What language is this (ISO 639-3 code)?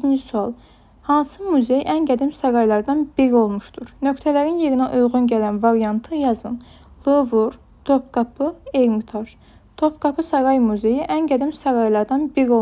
aze